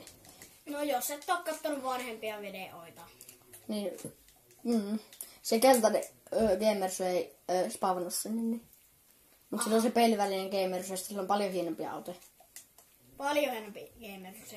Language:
Finnish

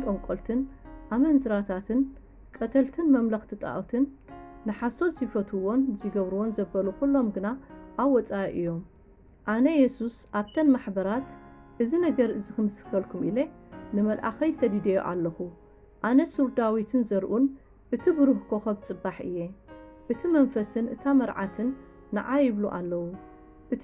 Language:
Tigrinya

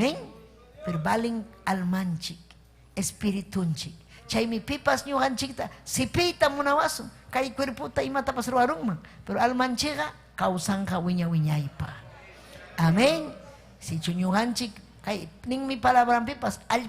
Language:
Ayacucho Quechua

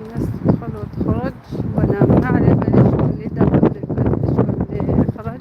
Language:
Algerian Arabic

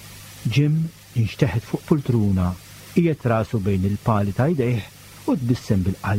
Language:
Maltese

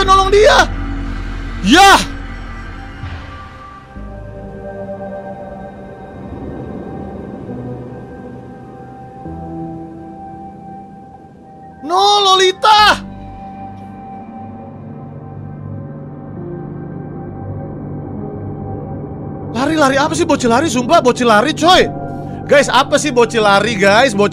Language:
Indonesian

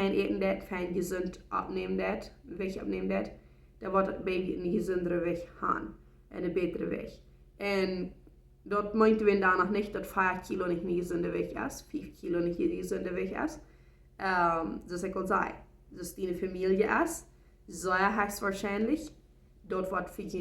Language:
Plautdietsch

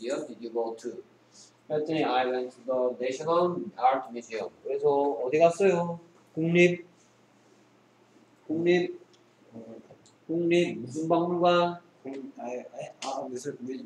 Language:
Korean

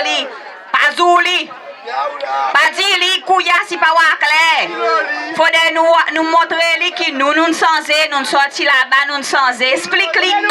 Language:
Seselwa Creole French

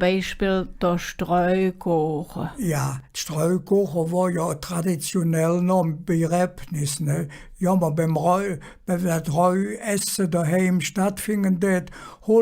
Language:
Colognian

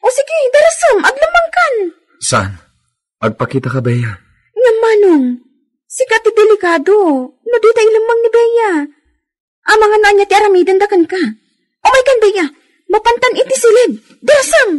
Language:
Iloko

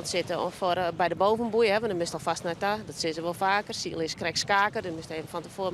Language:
Western Frisian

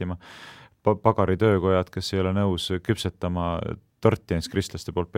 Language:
Estonian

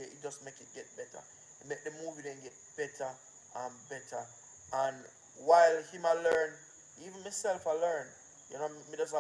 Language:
Jamaican Creole English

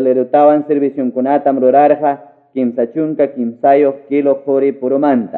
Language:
Quechua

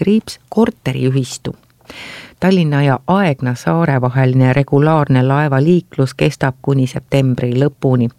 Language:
Estonian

